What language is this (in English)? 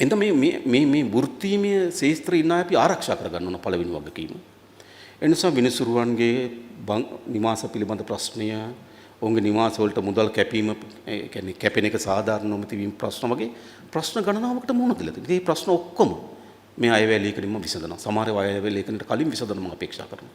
Sinhala